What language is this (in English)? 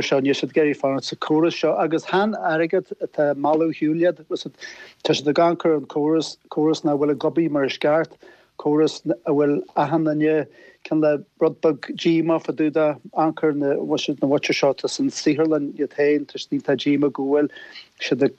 Irish